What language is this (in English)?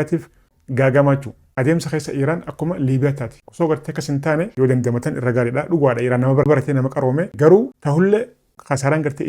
Oromo